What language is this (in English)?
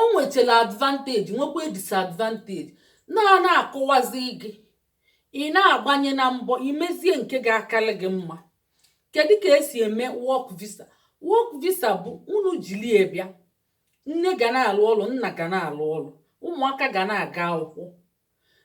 Igbo